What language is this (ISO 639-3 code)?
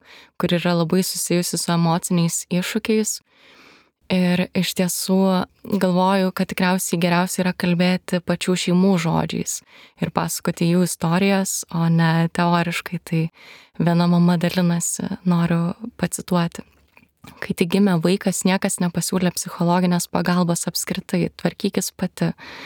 lit